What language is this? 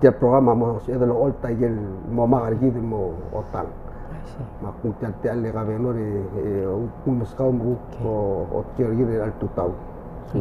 Palauan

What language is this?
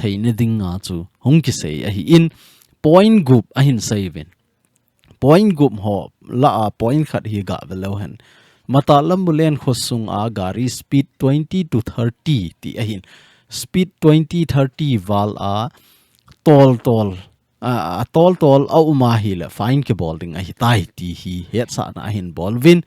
Thado Chin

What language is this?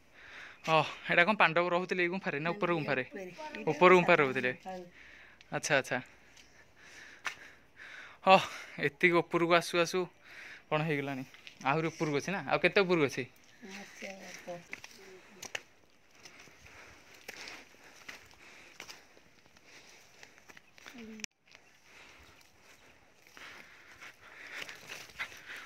Odia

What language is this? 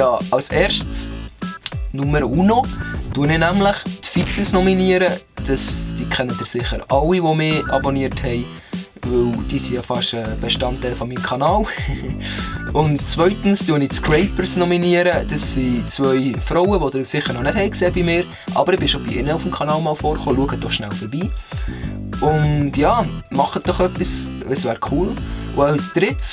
Swiss German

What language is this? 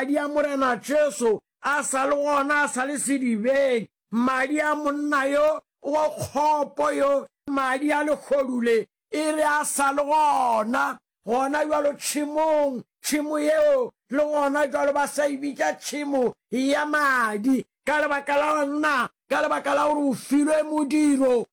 Northern Sotho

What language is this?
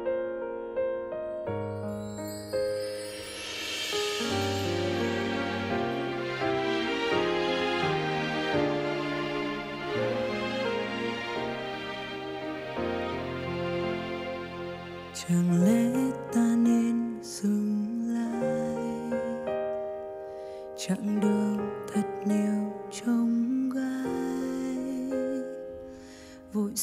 Vietnamese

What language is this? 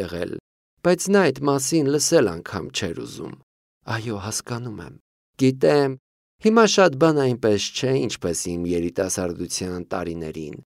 Armenian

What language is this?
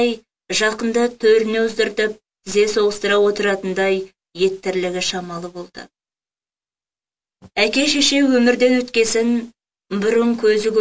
Kazakh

